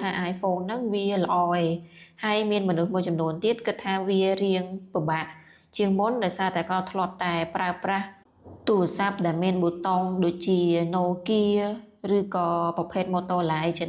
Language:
Khmer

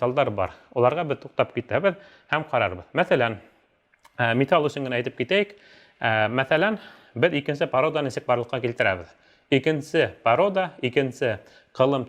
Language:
Bashkir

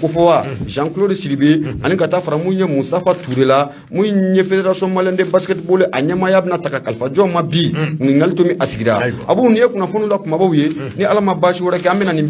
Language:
Bambara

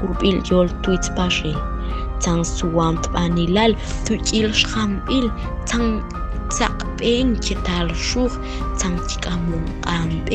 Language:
Tektiteko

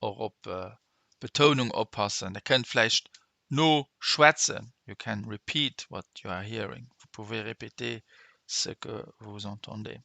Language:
Luxembourgish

